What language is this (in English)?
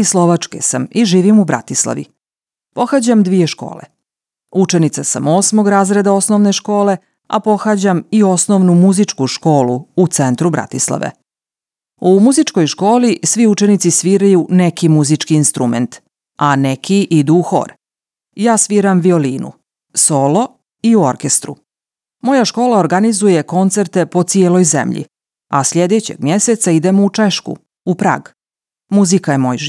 Croatian